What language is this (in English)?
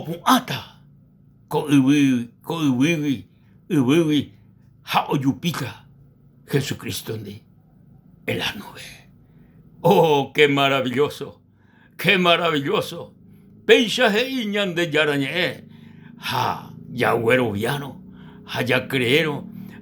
Guarani